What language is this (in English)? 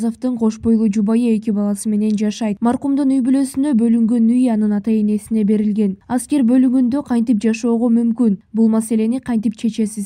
Kyrgyz